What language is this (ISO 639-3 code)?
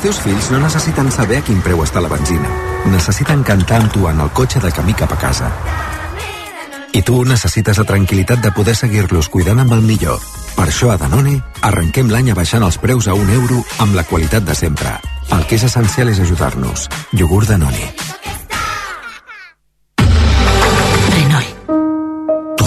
cat